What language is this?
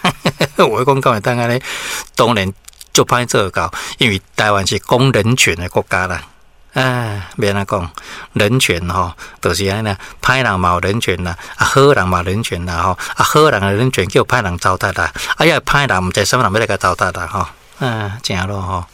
Min Nan Chinese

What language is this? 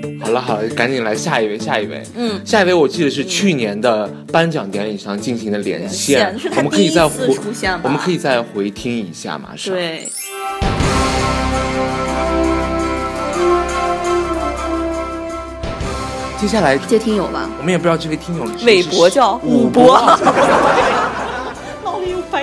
Chinese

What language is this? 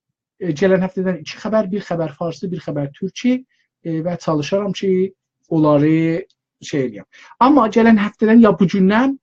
South Azerbaijani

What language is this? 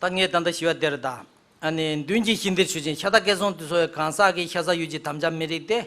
Tibetan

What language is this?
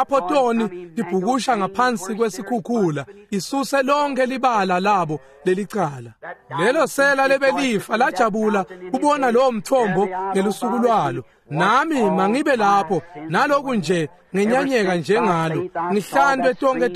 Swati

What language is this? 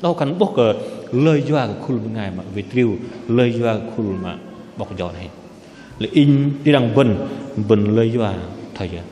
Bahnar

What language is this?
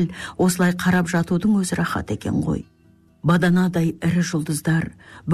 Kazakh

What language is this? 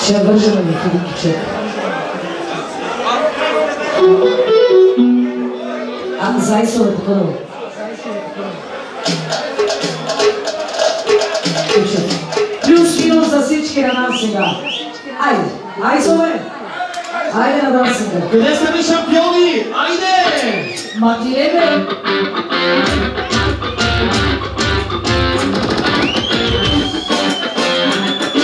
Bulgarian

